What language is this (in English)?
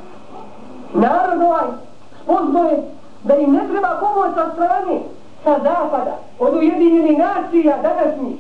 Bosnian